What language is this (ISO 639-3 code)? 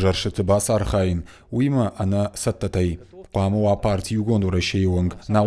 oss